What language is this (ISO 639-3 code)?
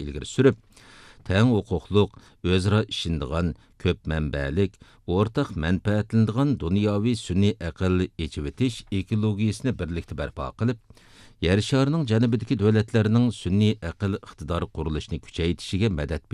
uig